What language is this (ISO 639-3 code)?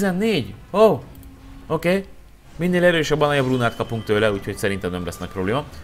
hun